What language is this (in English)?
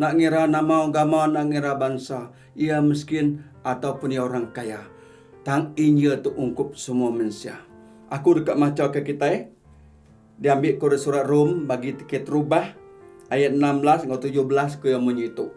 Iban